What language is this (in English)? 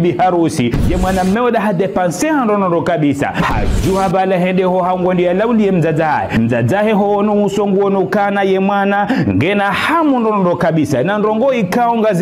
Ngazidja Comorian